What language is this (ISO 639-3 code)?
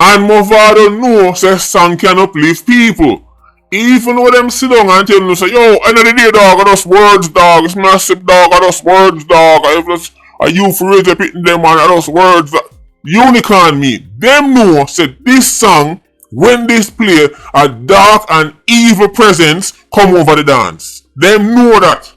jam